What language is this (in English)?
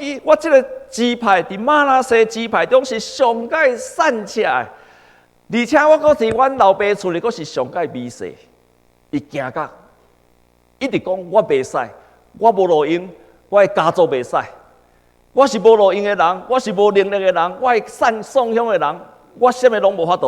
Min Nan Chinese